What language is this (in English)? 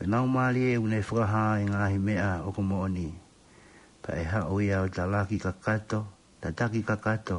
Tongan